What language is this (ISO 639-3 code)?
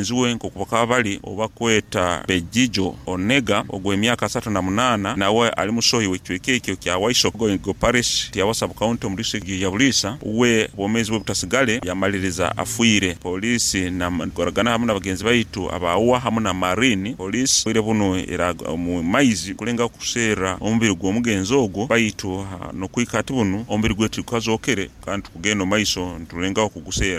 nyo